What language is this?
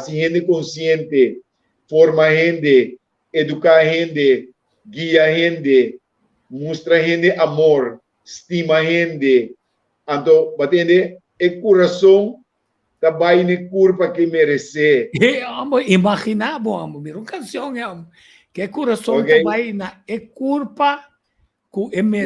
Papiamento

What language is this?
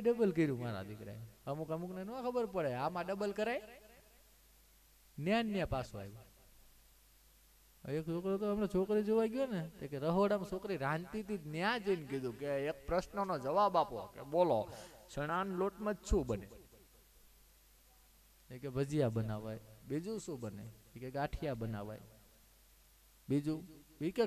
Gujarati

